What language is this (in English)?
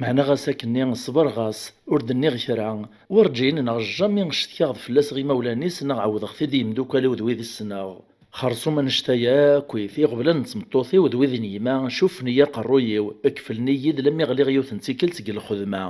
Kabyle